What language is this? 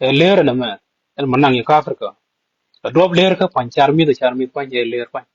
Nuer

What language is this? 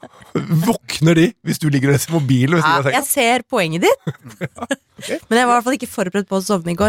Norwegian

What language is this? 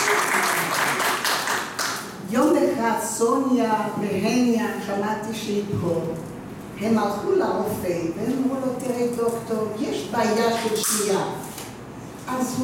Hebrew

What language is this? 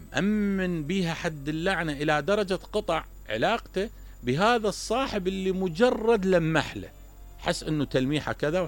Mesopotamian Arabic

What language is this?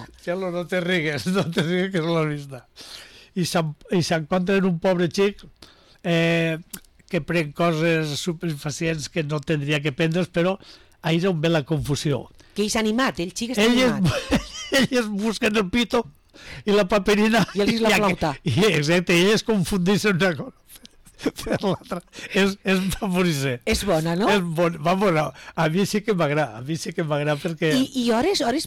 Catalan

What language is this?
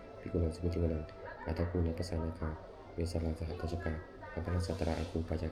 Pali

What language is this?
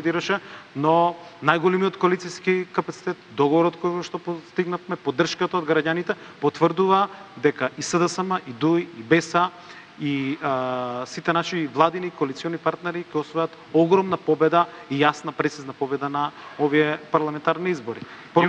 Macedonian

